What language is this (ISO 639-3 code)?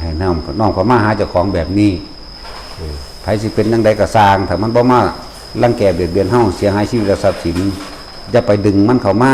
tts